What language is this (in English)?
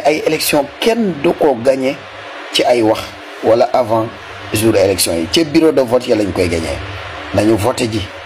Wolof